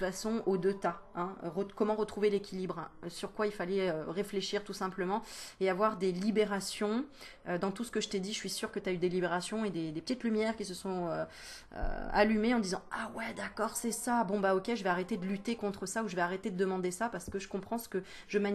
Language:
French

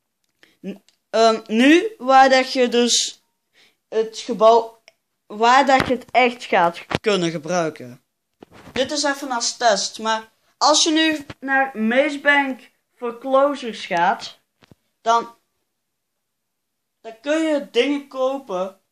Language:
Dutch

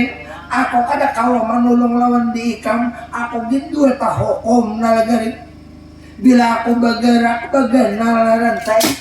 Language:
Banjar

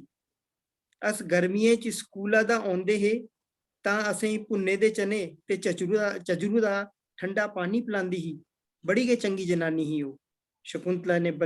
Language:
Dogri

